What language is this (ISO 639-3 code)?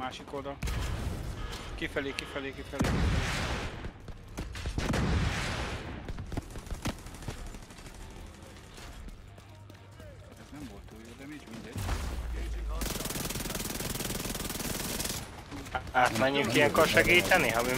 hun